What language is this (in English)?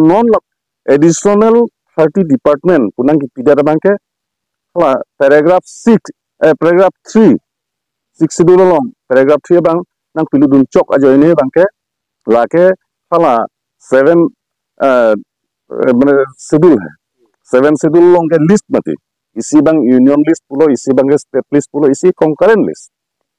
Karbi